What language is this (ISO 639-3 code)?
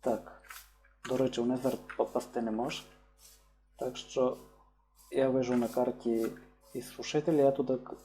rue